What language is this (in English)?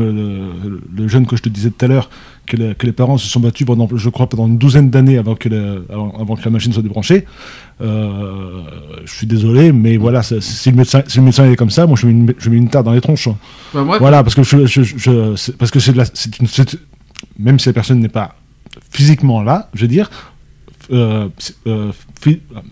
French